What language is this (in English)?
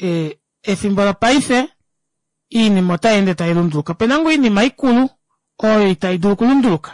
Kuanyama